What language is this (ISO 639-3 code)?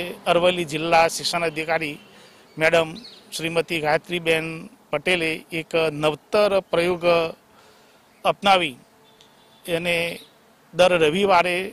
guj